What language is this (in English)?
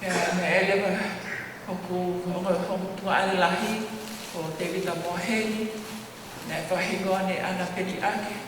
Tongan